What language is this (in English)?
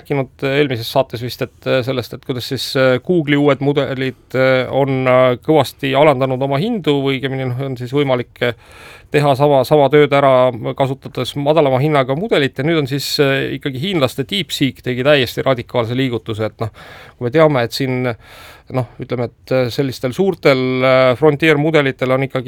Estonian